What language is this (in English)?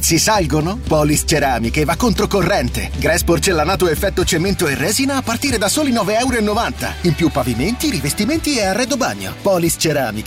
Italian